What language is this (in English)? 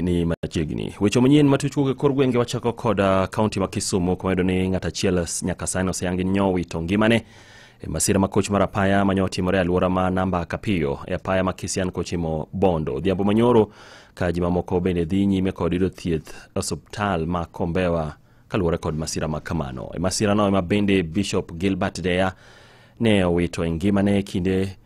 Luo (Kenya and Tanzania)